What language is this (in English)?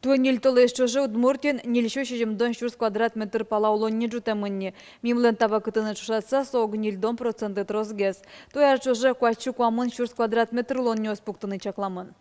Udmurt